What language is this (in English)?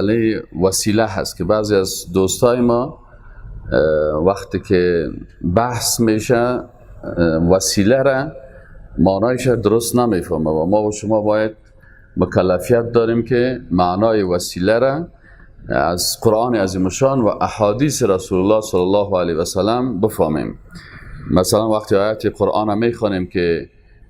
Persian